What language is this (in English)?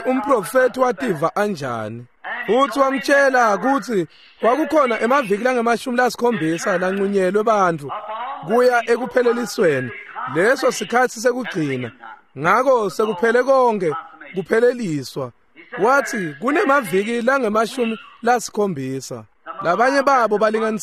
Swati